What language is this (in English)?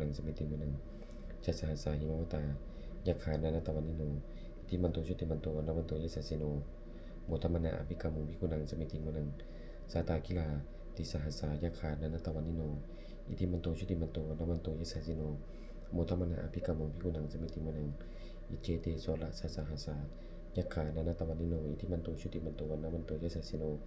Pali